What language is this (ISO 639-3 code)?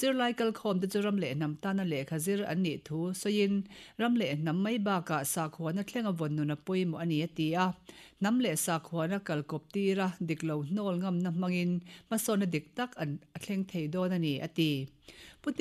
lus